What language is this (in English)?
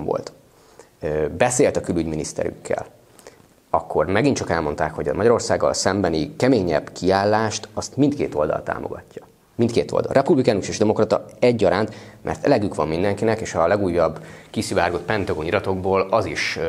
Hungarian